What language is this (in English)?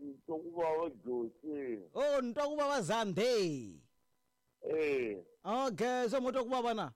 Tsonga